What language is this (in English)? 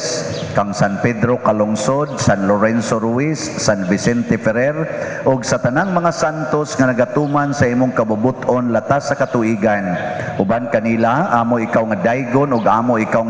Cebuano